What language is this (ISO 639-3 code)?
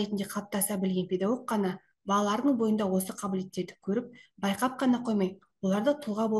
kaz